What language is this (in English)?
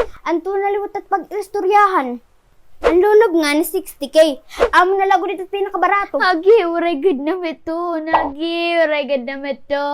Waray